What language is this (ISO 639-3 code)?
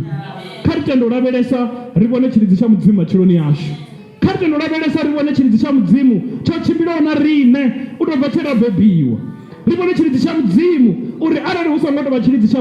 ven